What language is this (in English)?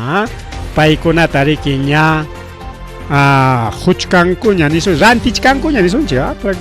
Ayacucho Quechua